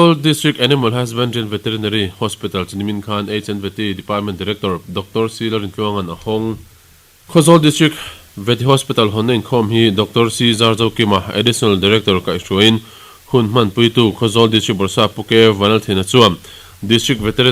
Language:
Mizo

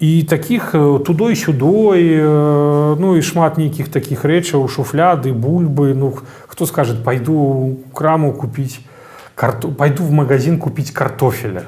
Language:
Belarusian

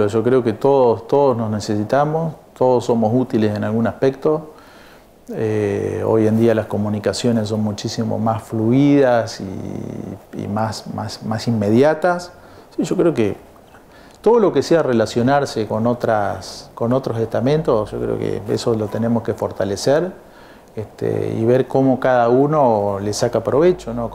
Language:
Spanish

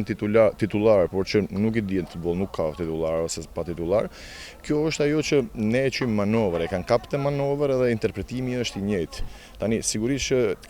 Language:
Albanian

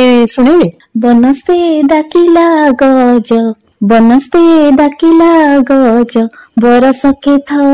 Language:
Odia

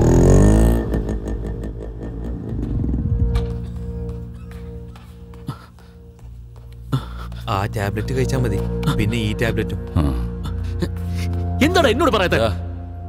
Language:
Malayalam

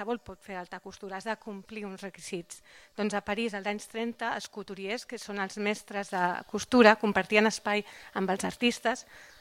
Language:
Catalan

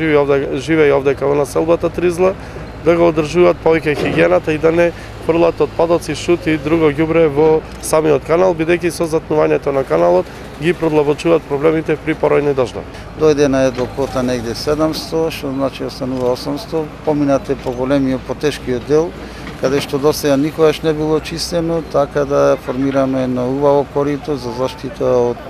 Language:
Macedonian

